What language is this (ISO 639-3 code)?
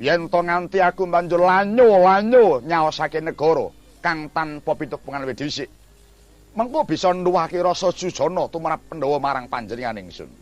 jav